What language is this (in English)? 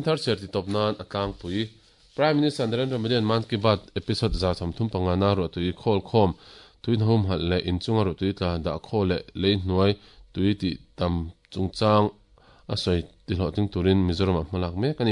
Mizo